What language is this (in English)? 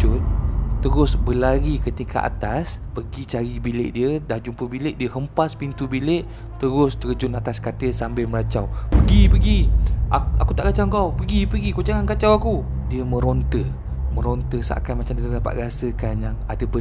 Malay